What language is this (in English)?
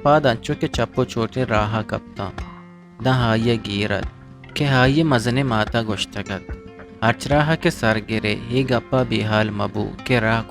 Baluchi